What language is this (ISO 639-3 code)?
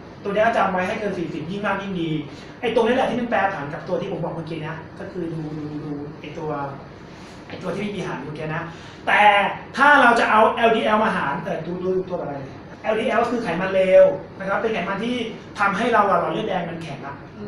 tha